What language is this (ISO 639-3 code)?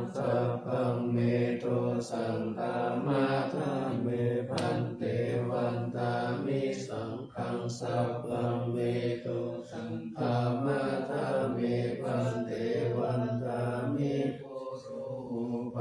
pli